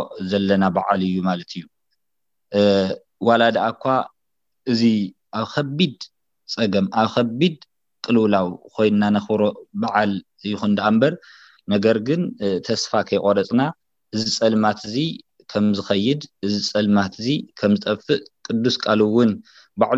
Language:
Tigrinya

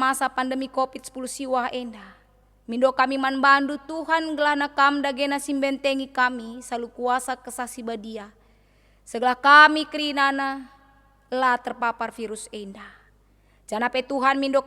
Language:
Batak Karo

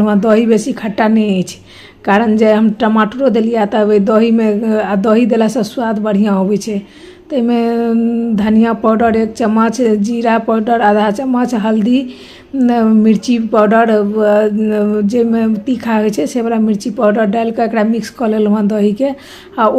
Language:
Maithili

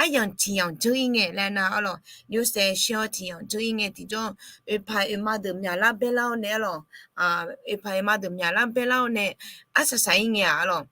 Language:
Akha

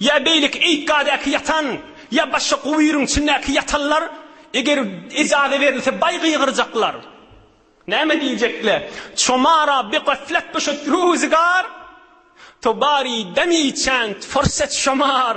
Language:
Turkmen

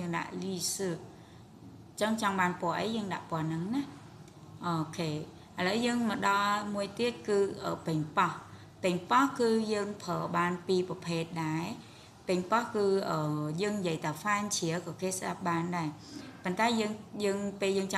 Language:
Khmer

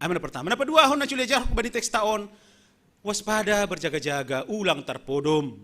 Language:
Batak Simalungun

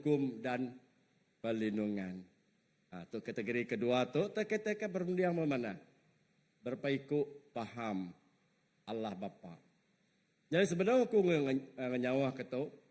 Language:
Iban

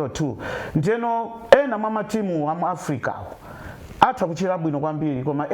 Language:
Nyanja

